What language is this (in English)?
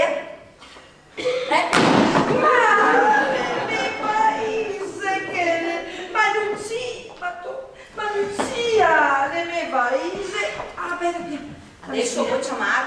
Venetian